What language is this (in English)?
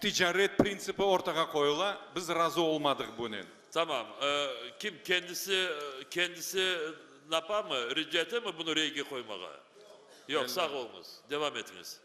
Crimean Tatar